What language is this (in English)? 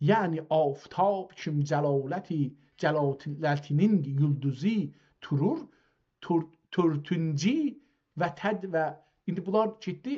South Azerbaijani